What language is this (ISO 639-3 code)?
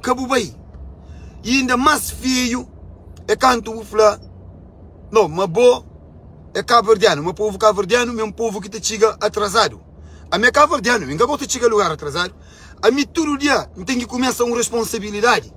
kea